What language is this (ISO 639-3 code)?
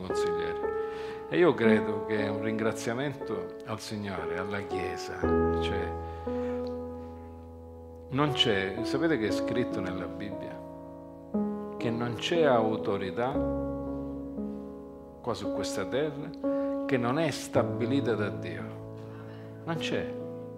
ita